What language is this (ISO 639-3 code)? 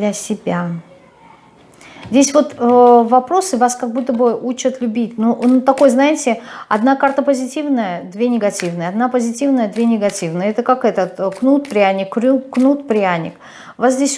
rus